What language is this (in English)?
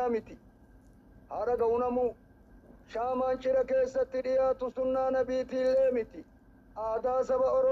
Oromo